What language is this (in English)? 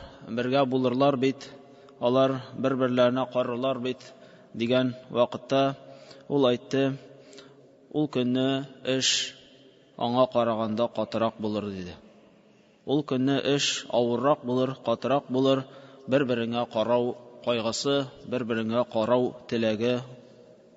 Tatar